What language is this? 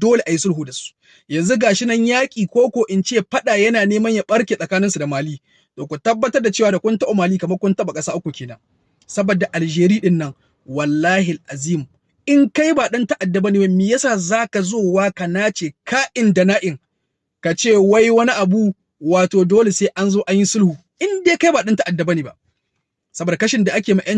Hausa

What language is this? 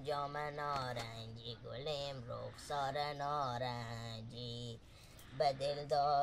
Hazaragi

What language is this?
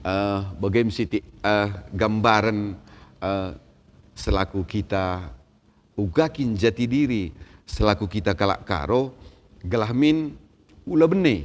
Batak Karo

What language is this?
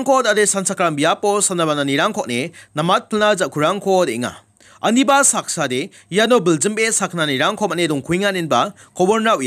Garo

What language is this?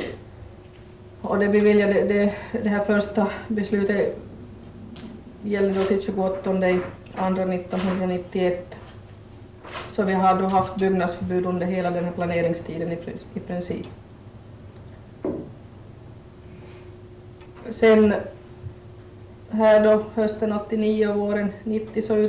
Swedish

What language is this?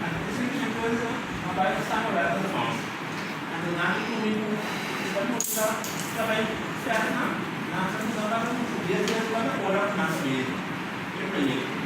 Papiamento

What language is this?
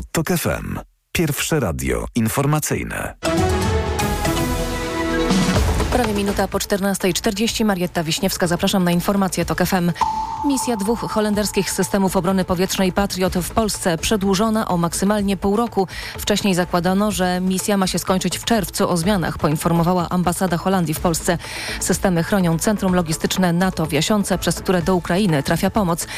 Polish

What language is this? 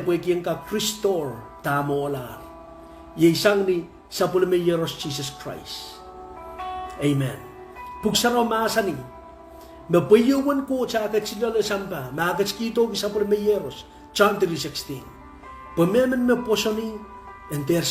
Pohnpeian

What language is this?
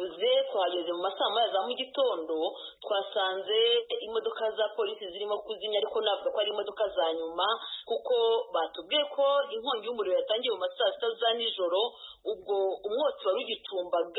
Kinyarwanda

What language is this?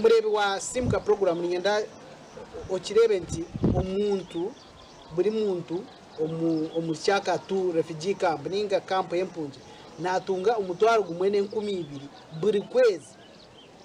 Nyankole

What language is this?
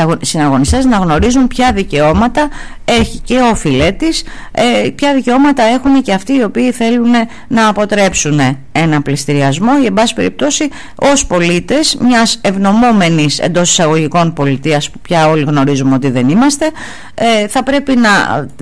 Greek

